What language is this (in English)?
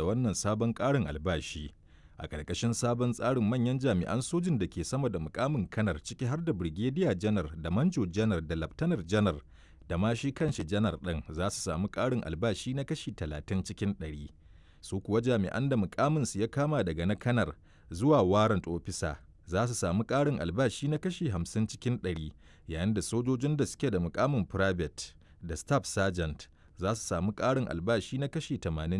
Hausa